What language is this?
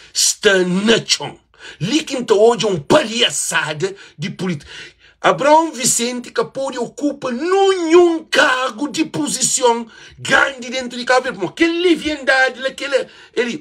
Kabuverdianu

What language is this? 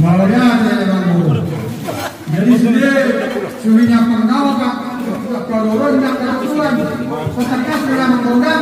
Batak Toba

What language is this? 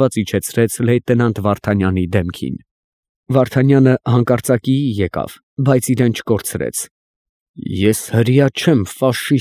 Armenian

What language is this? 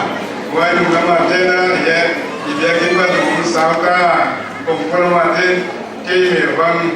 Paite Chin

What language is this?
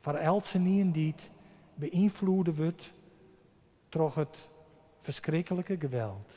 Western Frisian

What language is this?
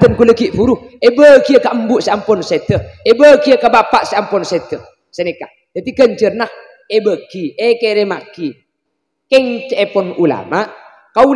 Madurese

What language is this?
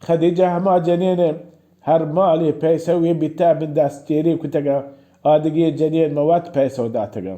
Baluchi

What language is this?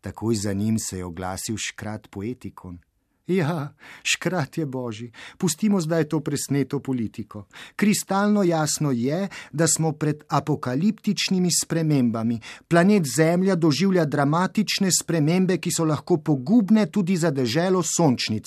Slovenian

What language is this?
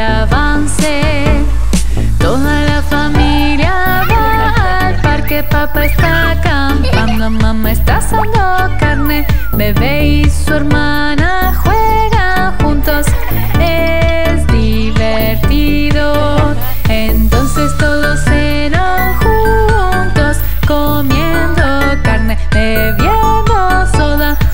Spanish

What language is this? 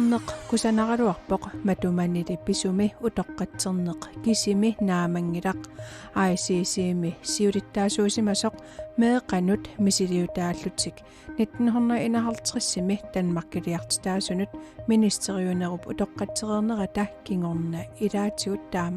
Kalaallisut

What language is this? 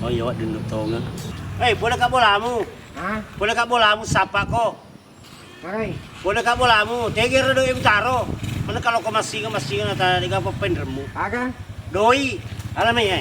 Buginese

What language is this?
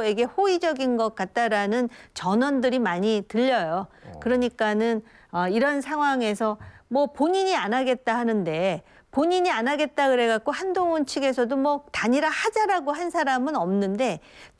Korean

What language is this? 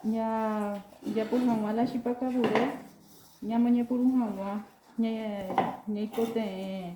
Guarani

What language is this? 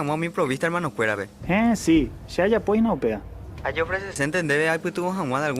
Guarani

